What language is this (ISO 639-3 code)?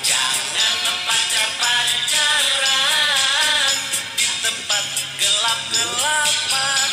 bew